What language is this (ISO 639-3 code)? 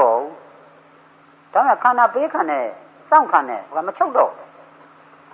mya